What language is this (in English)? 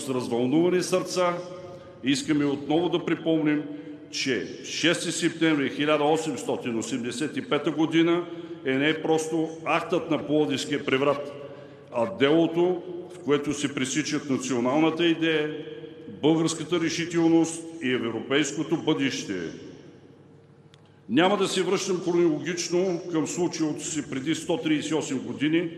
Bulgarian